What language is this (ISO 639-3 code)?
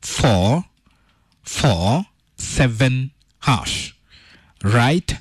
kik